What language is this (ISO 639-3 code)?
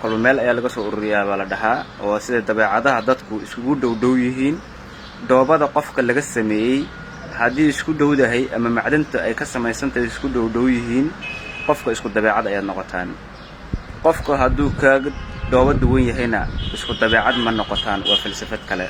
som